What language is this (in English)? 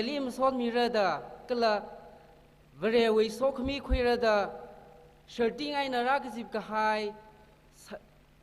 Tangkhul Naga (India)